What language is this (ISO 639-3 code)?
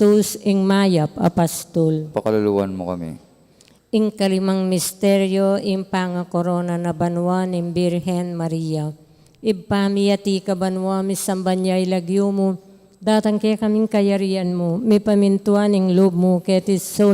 pam